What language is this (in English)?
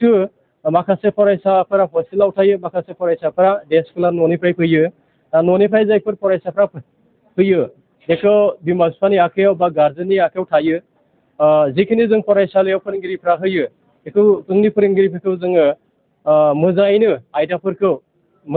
Bodo